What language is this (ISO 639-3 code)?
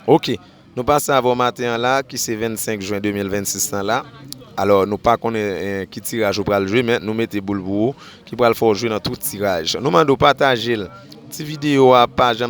hat